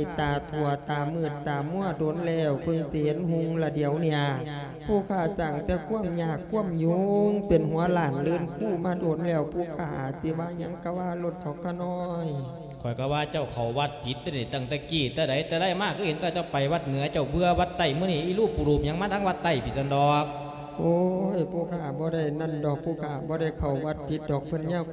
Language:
Lao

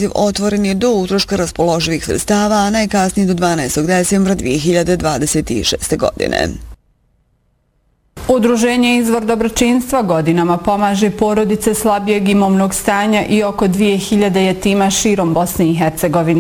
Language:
Bosnian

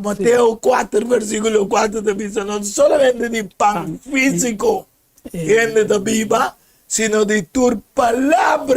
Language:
Papiamento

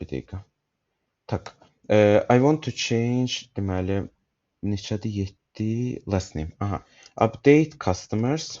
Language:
Azerbaijani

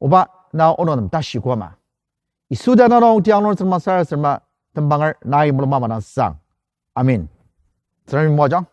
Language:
Ao Naga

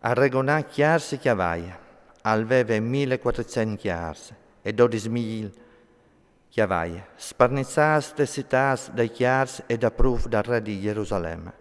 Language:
Friulian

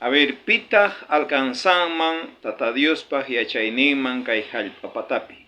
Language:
South Bolivian Quechua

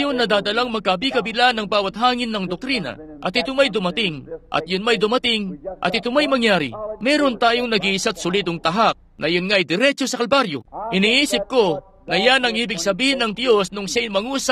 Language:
Filipino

